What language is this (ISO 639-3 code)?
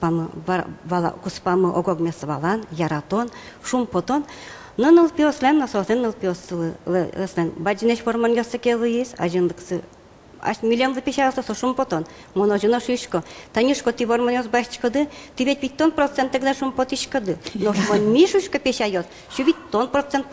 udm